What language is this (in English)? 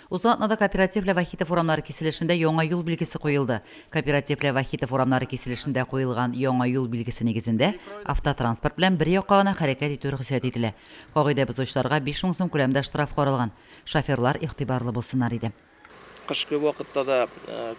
Tatar